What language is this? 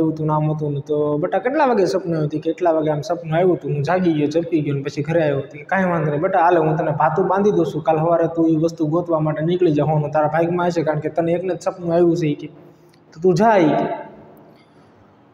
Gujarati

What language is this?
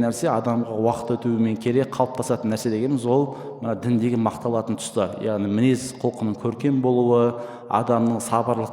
Kazakh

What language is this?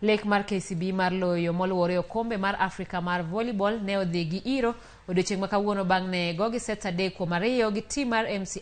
Luo (Kenya and Tanzania)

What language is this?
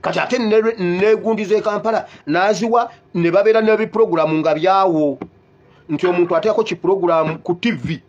Ganda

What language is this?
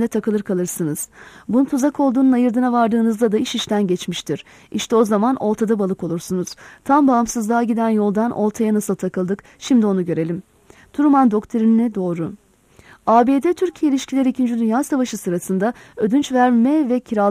Turkish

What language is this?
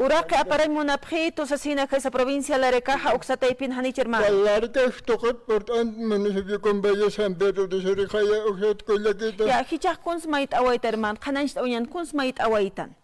Aymara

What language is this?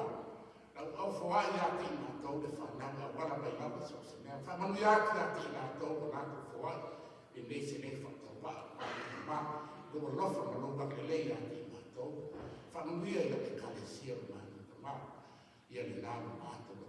Samoan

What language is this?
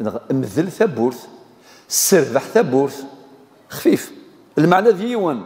Kabyle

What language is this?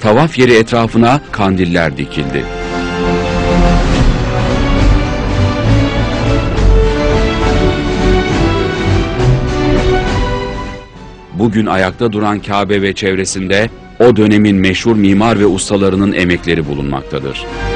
Turkish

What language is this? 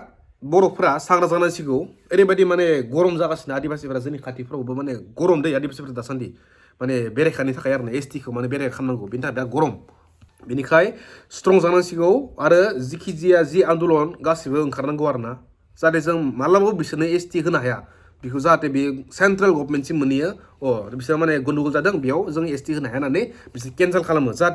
Bodo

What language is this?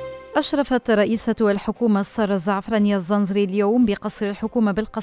Tunisian Arabic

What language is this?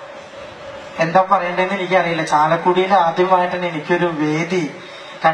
Malayalam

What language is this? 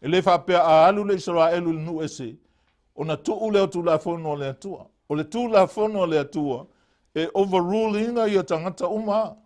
Samoan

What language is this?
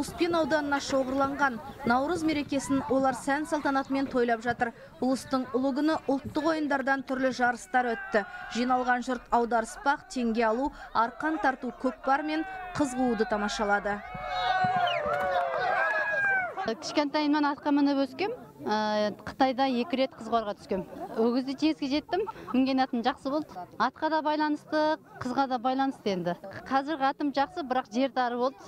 Kazakh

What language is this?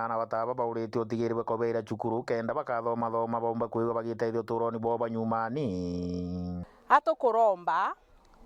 Meru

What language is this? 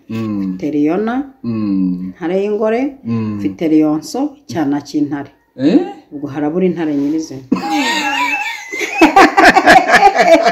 Kinyarwanda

